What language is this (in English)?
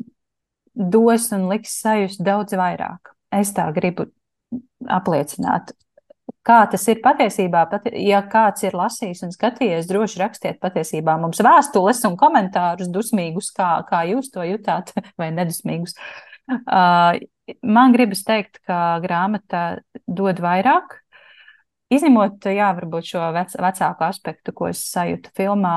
Latvian